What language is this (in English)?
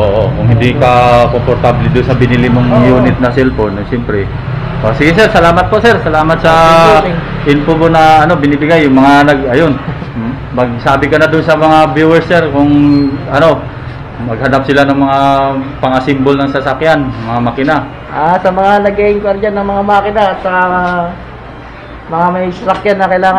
Filipino